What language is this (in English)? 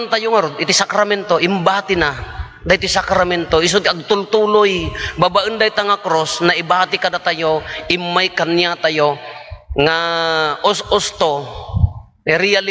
Iloko